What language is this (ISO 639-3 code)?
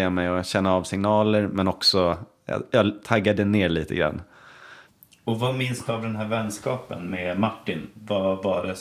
swe